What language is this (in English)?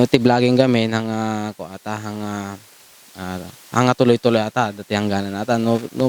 Iloko